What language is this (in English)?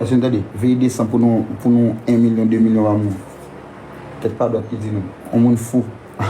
Haitian Creole